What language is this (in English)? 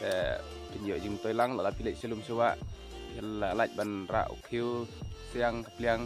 Khasi